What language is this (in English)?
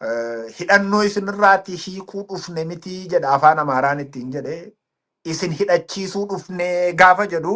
Oromo